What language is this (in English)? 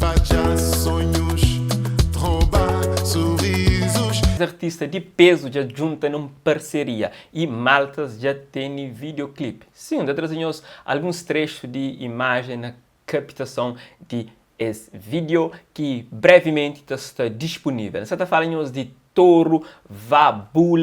Kabuverdianu